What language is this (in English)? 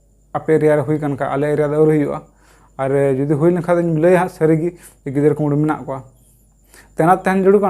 Santali